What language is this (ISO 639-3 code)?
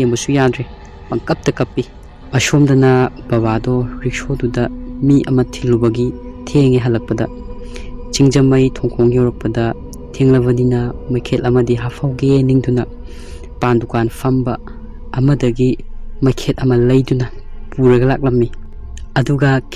mni